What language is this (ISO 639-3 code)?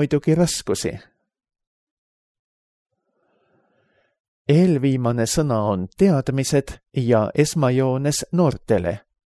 est